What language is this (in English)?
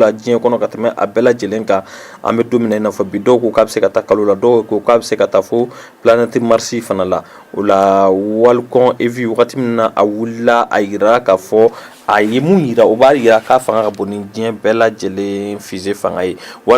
Bambara